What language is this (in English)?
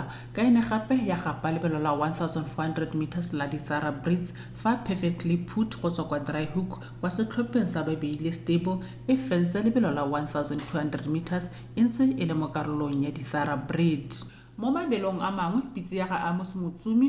Tswana